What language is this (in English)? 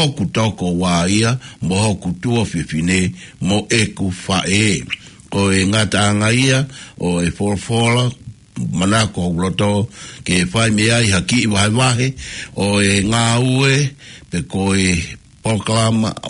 Tongan